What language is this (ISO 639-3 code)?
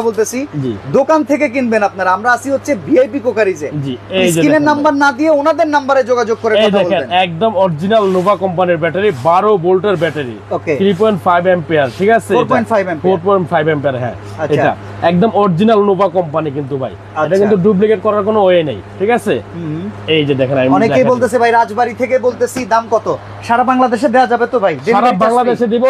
ben